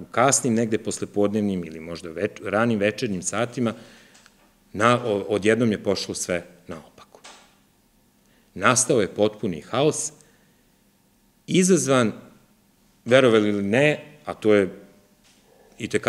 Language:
Serbian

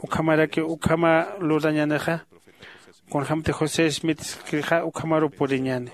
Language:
Aymara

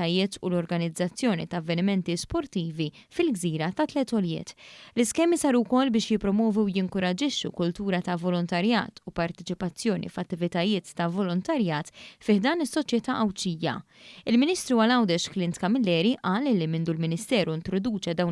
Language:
Maltese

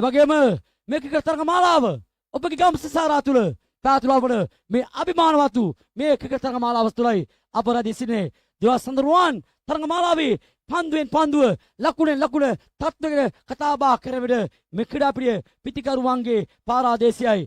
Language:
Sinhala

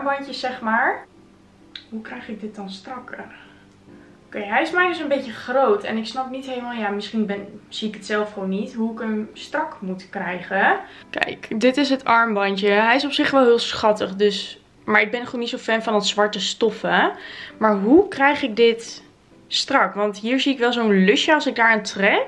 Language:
Dutch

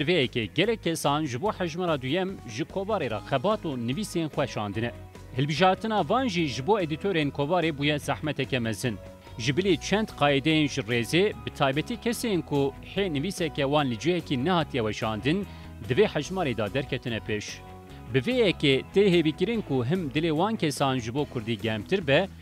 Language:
Kurdish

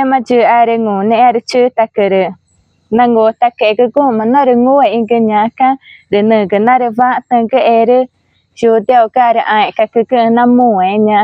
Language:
Ticuna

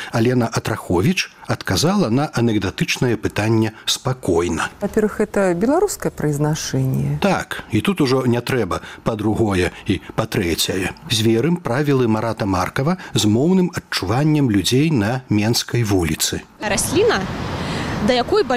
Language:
Belarusian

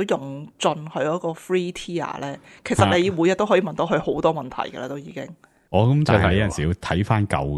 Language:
Cantonese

